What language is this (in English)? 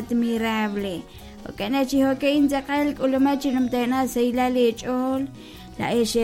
Kekchí